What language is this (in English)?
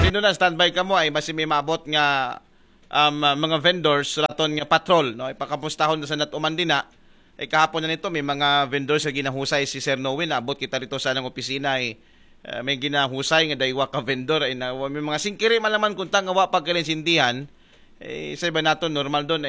Aklanon